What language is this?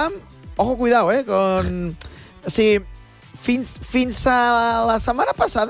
Catalan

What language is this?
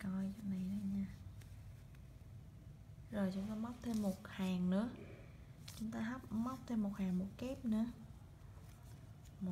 Vietnamese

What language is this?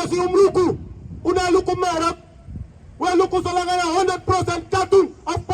Sranan Tongo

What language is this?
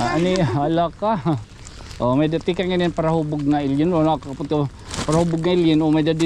Waray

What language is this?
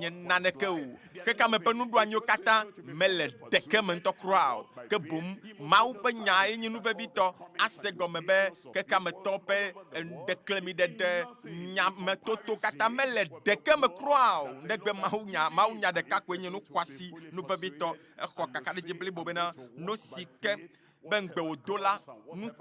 Ewe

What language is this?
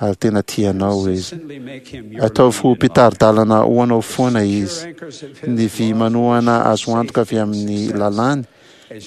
Malagasy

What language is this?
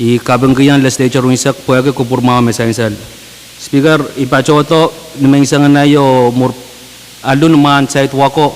Pohnpeian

